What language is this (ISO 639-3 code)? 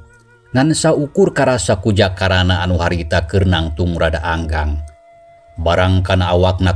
sun